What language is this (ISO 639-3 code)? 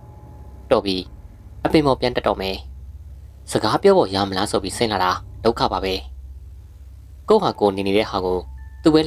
mya